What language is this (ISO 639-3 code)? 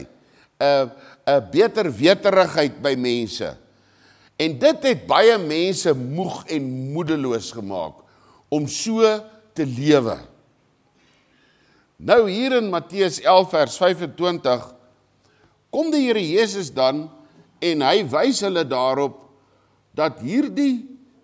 afr